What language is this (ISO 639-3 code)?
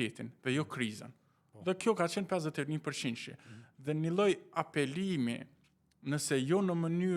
sqi